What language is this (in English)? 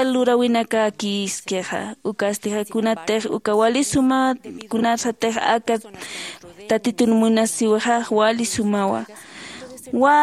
Aymara